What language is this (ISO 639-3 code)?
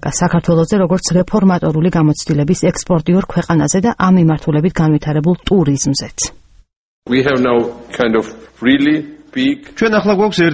kat